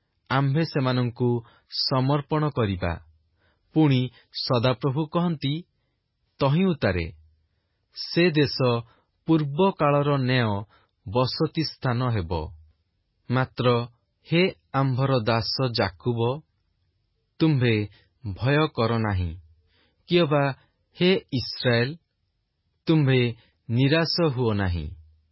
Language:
Odia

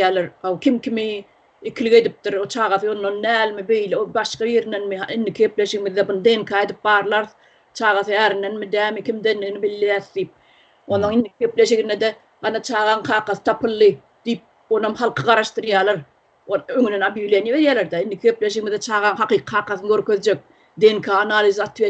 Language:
Turkmen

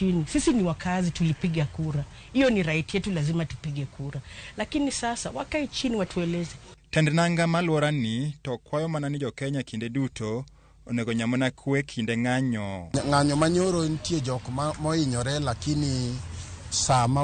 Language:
Luo (Kenya and Tanzania)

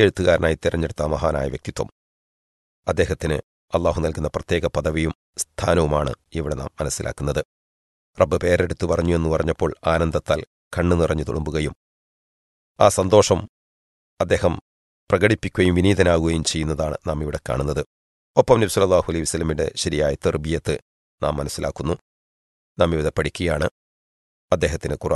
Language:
Malayalam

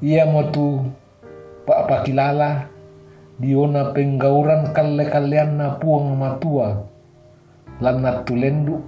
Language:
Toraja-Sa'dan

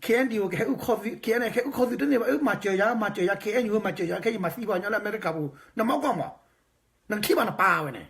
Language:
S'gaw Karen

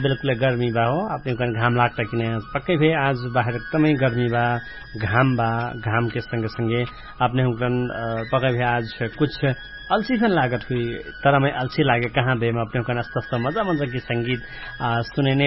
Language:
Dangaura Tharu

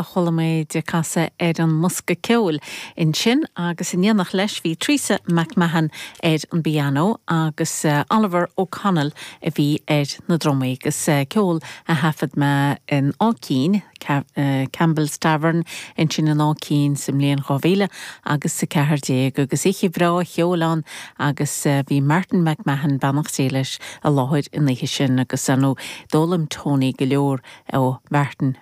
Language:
Irish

